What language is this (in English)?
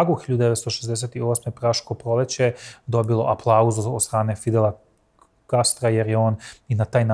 Serbian